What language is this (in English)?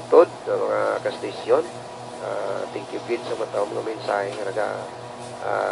Hiligaynon